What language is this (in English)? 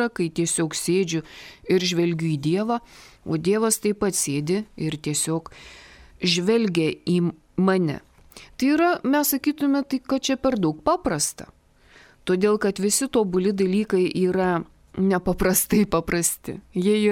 Lithuanian